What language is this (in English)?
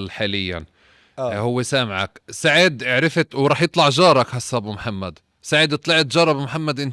North Levantine Arabic